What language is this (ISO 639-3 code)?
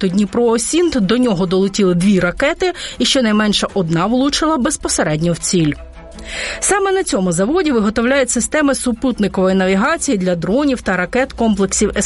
ukr